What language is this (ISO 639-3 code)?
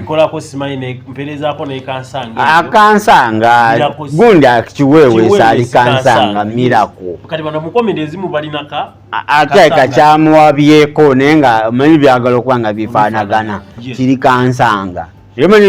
lug